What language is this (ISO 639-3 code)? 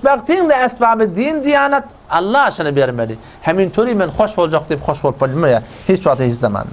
tuk